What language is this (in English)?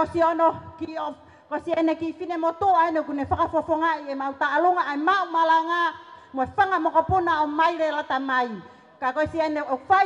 Tongan